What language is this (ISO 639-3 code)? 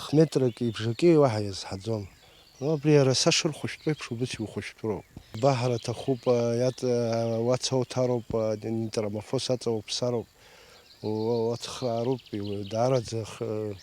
abk